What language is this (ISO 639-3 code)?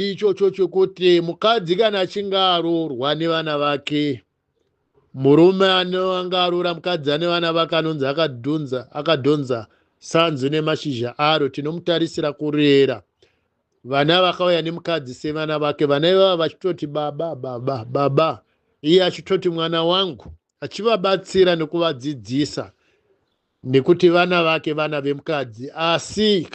sna